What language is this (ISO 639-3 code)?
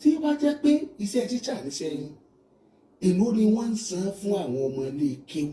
yor